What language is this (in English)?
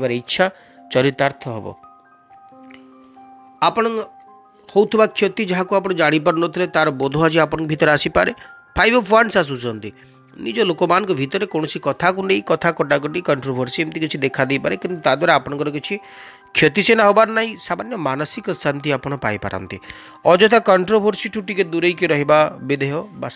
Odia